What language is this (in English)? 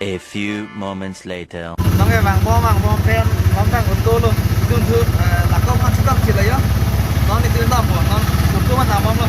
Karbi